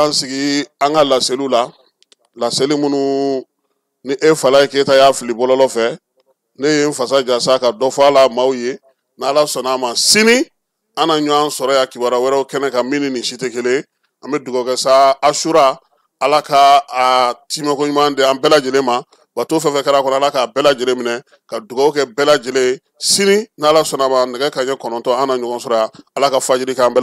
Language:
Bambara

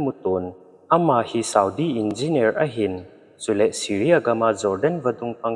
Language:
Thado Chin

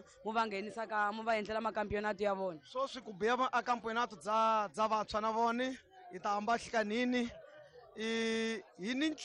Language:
Tsonga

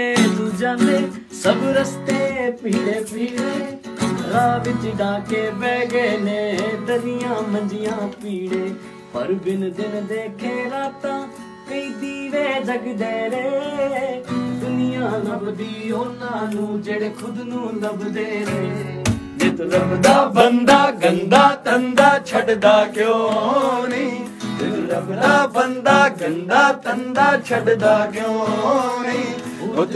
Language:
Punjabi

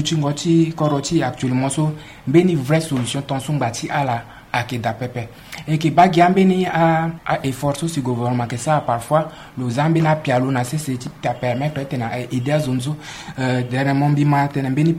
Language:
Sango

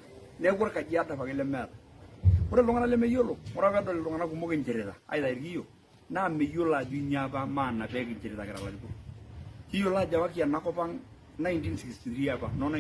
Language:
Masai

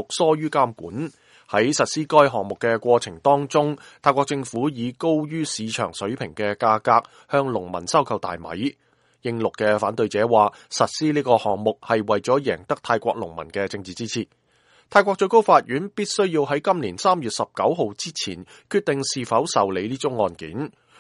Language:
Cantonese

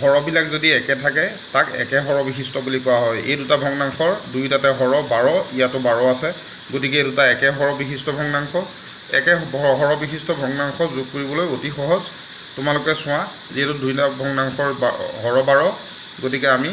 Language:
Assamese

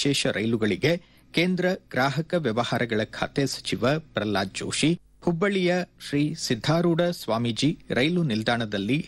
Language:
Kannada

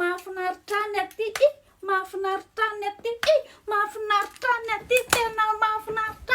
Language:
Malagasy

